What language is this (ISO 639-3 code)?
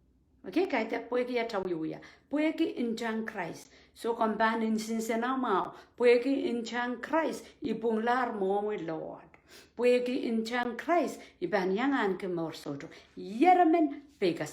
pon